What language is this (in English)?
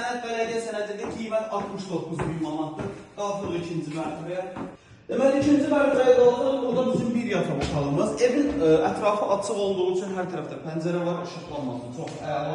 Azerbaijani